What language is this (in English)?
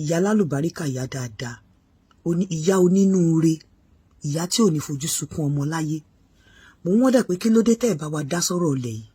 Yoruba